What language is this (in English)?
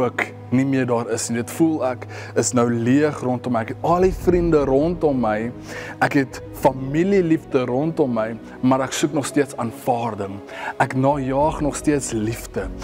Afrikaans